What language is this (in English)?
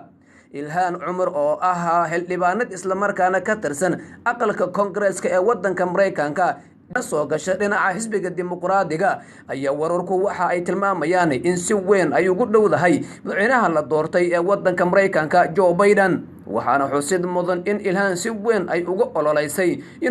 Somali